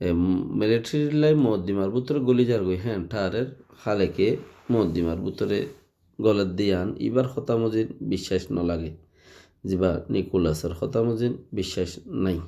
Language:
Rohingya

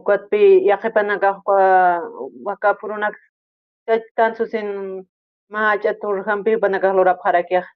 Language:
Aymara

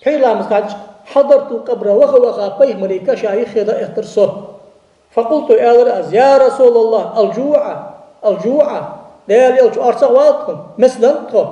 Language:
Ingush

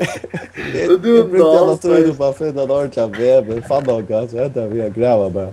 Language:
Faroese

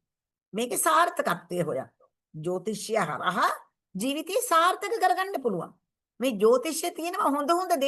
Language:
Sinhala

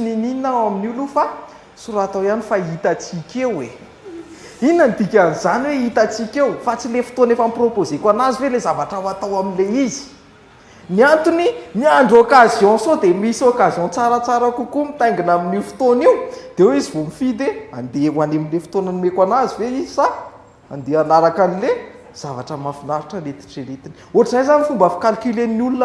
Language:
Malagasy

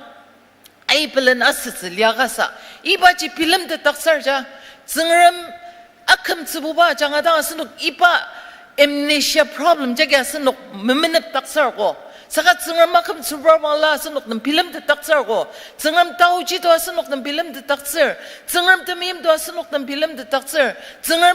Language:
Ao Naga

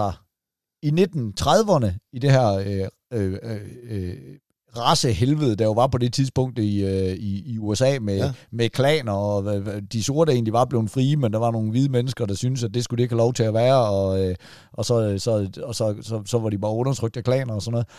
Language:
Danish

